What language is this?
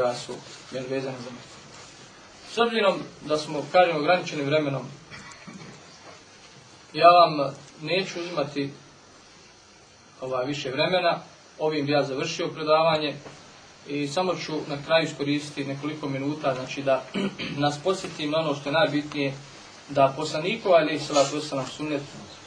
Bosnian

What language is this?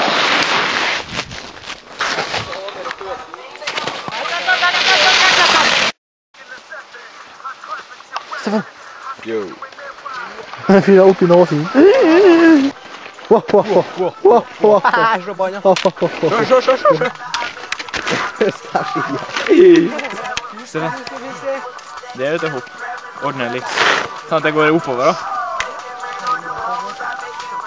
Norwegian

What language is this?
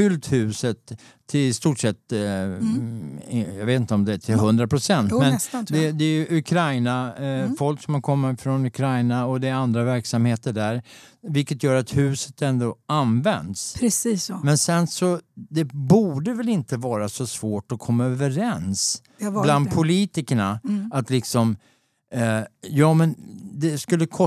Swedish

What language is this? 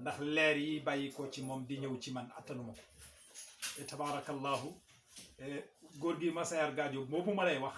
Wolof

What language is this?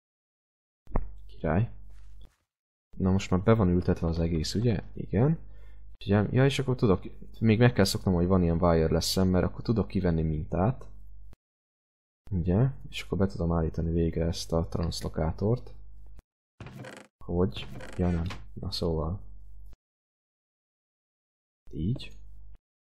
Hungarian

